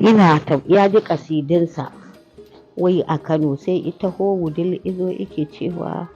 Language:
Hausa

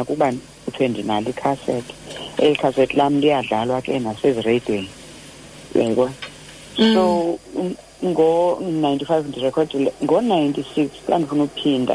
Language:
Xhosa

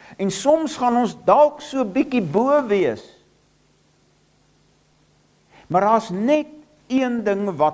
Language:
Afrikaans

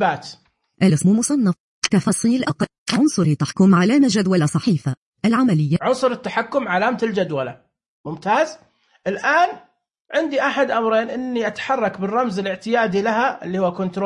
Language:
Najdi Arabic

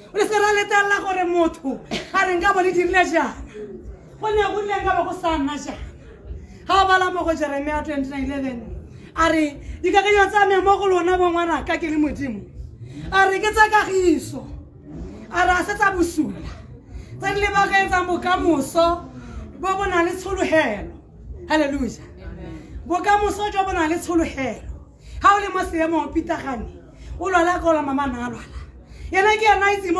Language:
Tswana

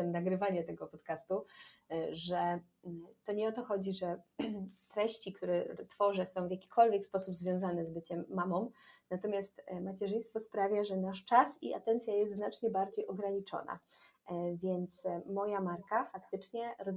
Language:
Polish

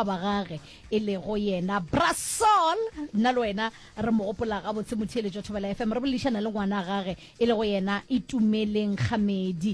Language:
Northern Sotho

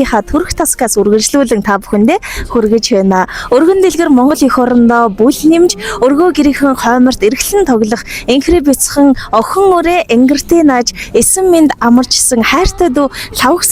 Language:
Mongolian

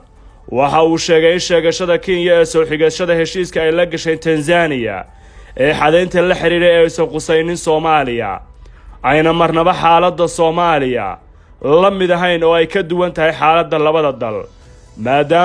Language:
Somali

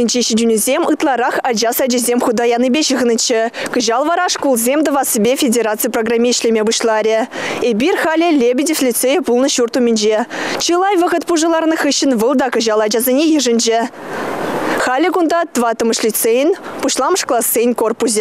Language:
Chuvash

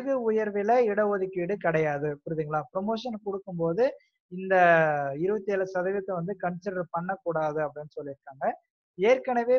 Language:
Tamil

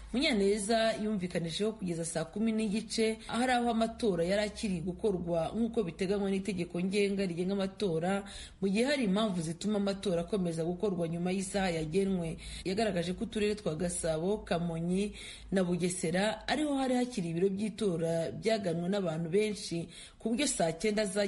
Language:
Kinyarwanda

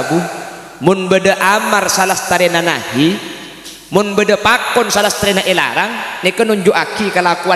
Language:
Madurese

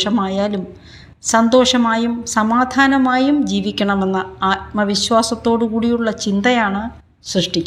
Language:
Malayalam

